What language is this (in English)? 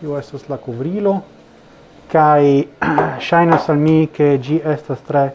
Esperanto